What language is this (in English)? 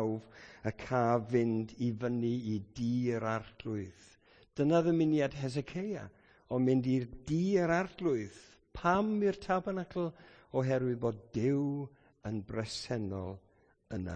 Welsh